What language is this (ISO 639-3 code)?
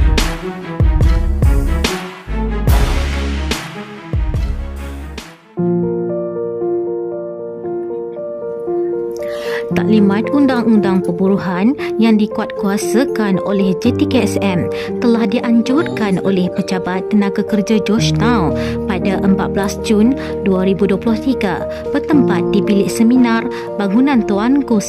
msa